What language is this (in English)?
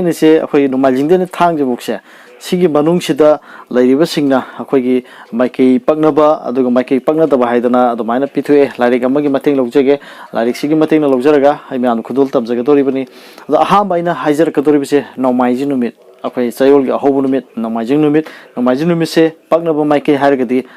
Manipuri